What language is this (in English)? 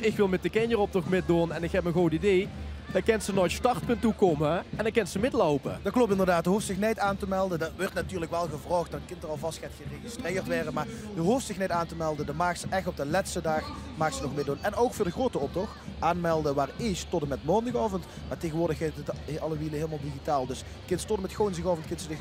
Limburgish